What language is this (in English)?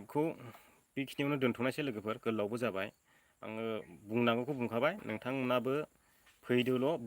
Bodo